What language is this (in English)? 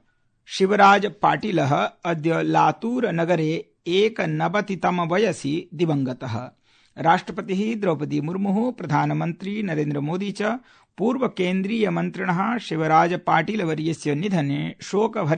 Sanskrit